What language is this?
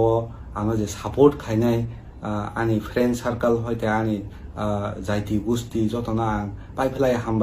Kok Borok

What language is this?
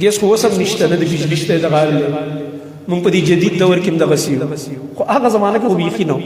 Pashto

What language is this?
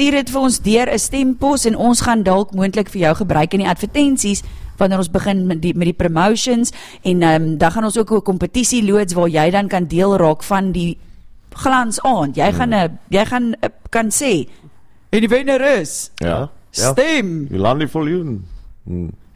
Afrikaans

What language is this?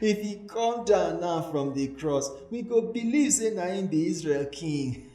Nigerian Pidgin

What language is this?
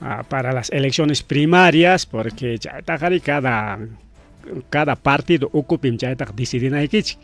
Ayacucho Quechua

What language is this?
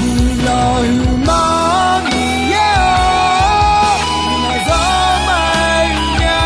Akha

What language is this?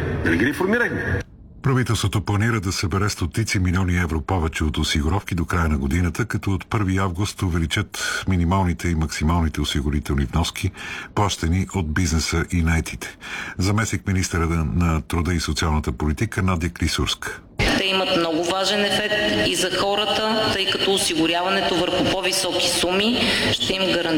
Bulgarian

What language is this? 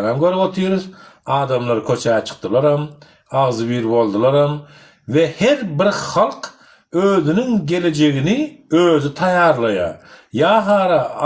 Turkmen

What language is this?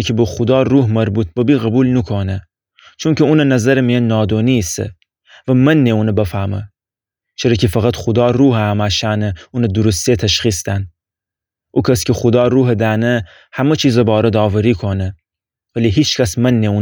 Gilaki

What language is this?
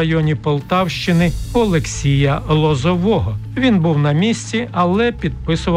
Ukrainian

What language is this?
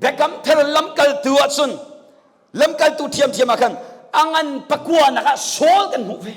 Hakha Chin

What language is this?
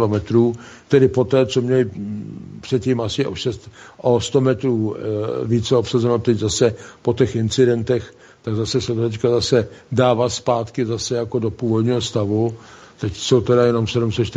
Czech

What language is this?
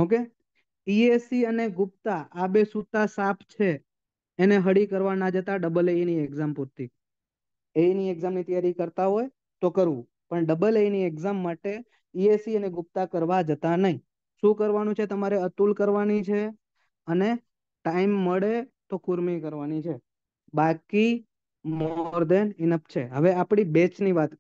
Gujarati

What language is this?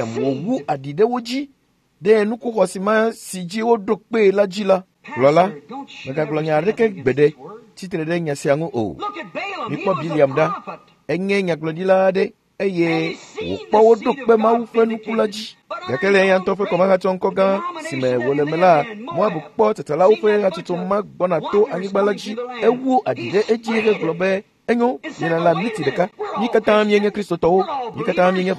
Ewe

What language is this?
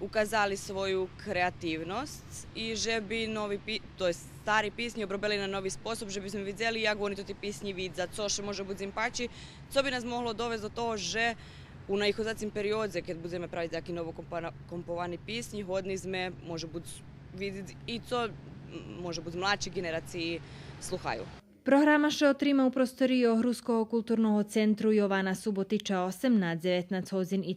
Rusyn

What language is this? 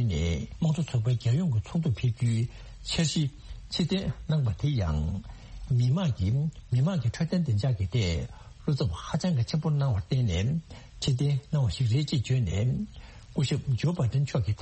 Tibetan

